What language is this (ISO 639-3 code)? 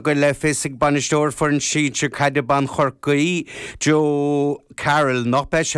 gle